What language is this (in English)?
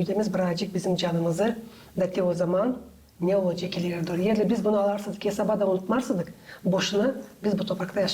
Gagauz